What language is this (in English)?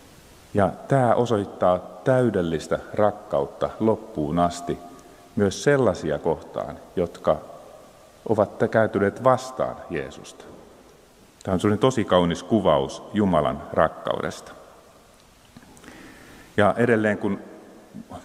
Finnish